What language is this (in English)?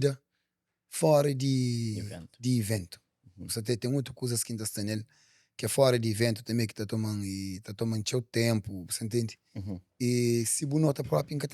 Kabuverdianu